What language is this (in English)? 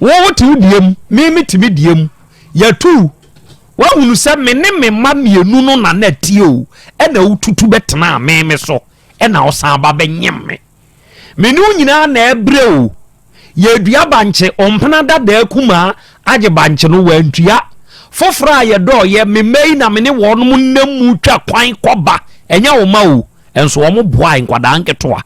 Akan